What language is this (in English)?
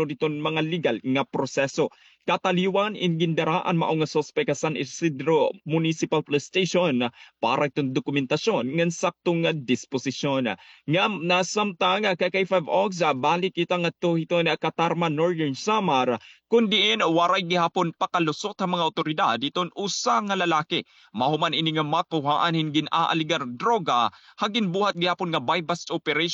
Waray